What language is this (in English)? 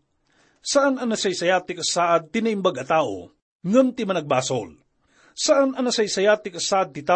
Iloko